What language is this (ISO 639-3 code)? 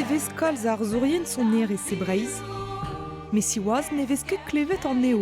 bre